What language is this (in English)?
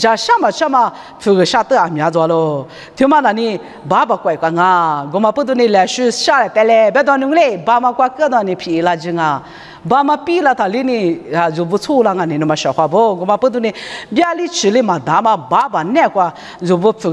Lisu